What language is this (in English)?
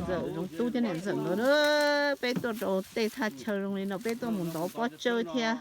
Hmong